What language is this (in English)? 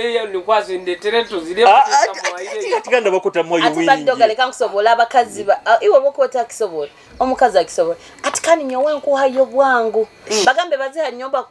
Nyoro